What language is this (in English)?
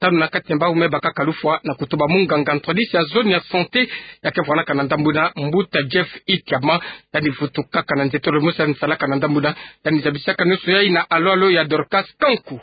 Kituba (Democratic Republic of Congo)